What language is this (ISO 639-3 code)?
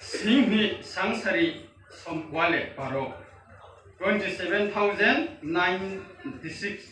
ria